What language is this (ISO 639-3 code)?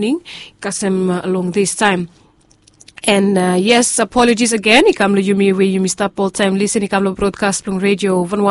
bis